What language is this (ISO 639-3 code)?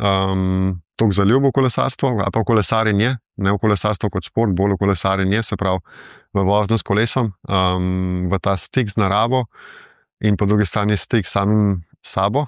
slv